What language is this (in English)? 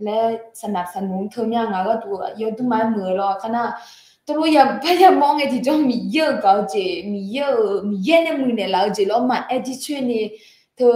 Akha